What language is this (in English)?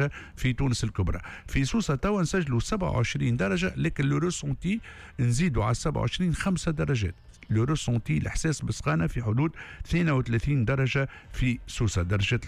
Tunisian Arabic